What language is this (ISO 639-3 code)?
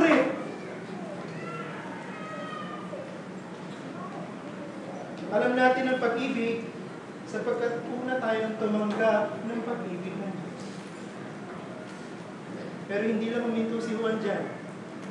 fil